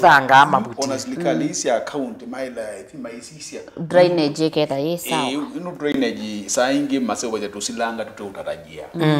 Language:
Kamba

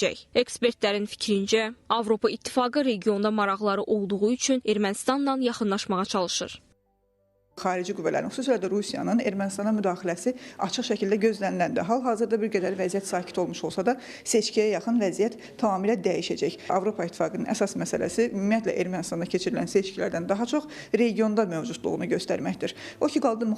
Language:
Azerbaijani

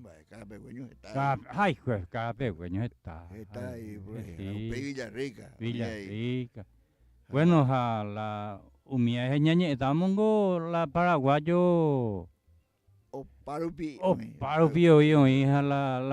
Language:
Guarani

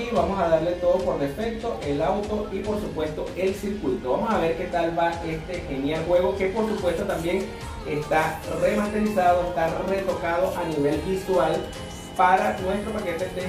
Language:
Spanish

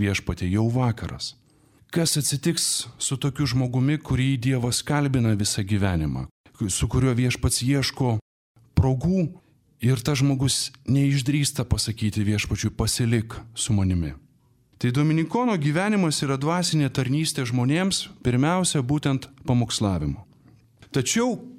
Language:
Lithuanian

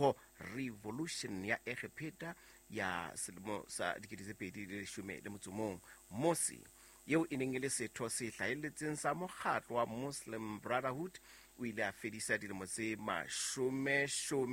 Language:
Southern Sotho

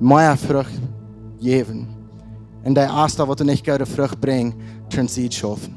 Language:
Plautdietsch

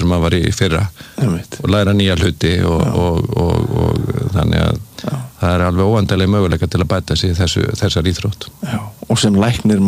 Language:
Icelandic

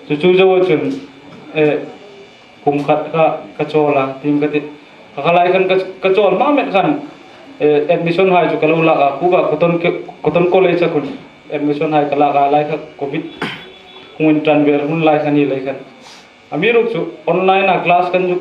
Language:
Hmar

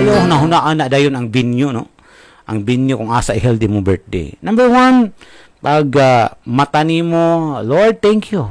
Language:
Cebuano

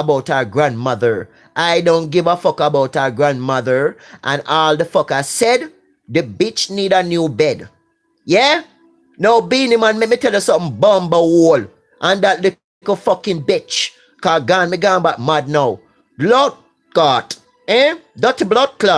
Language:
Jamaican Creole English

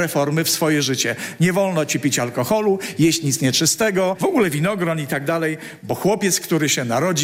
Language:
Polish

